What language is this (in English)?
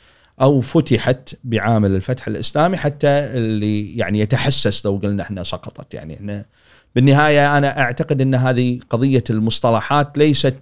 Gulf Arabic